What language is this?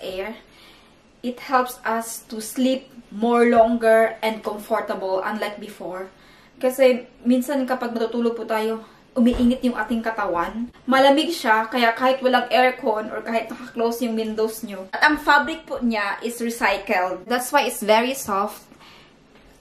Filipino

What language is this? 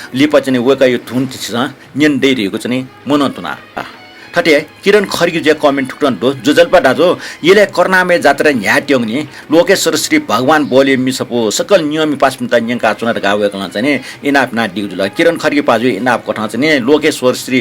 Newari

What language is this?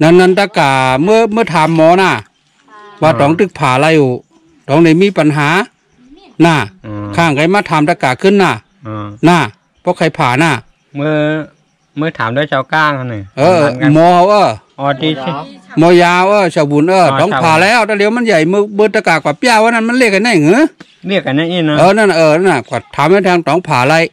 Shan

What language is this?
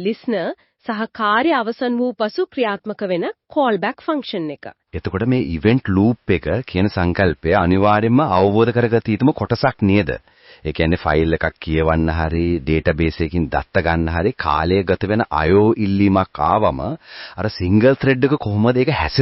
Sinhala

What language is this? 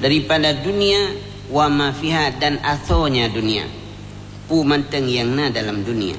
Achinese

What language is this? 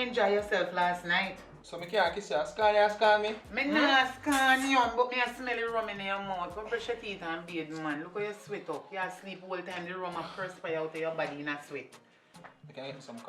Jamaican Creole English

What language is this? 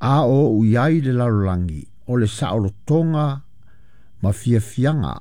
Samoan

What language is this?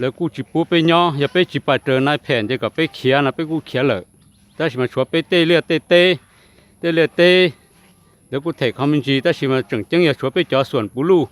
Hmong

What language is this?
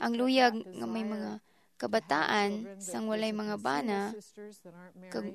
Hiligaynon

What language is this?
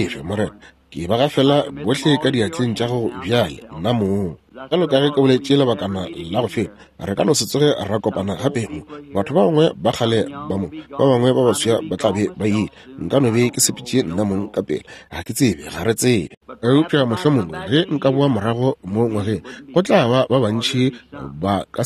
Northern Sotho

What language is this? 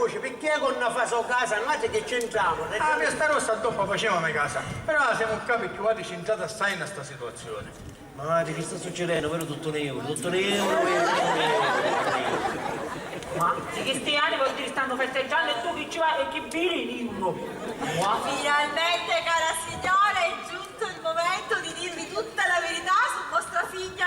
Sicilian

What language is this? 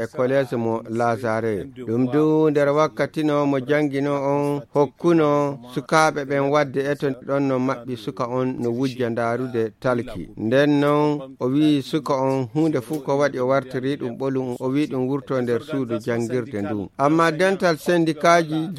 Fula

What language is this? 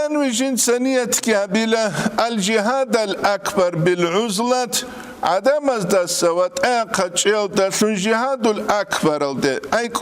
Avaric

